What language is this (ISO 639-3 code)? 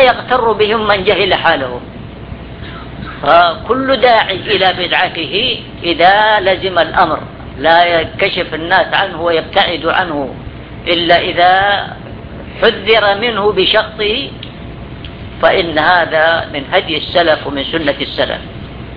ara